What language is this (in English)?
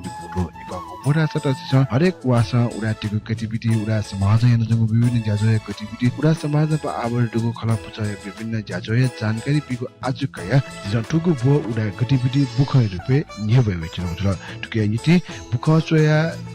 Newari